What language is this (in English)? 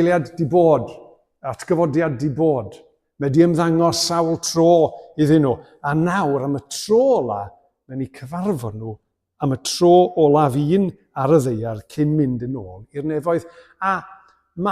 Welsh